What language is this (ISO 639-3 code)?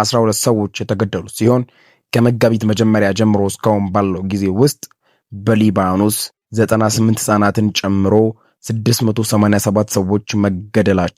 amh